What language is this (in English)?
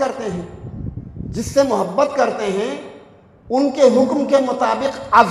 Urdu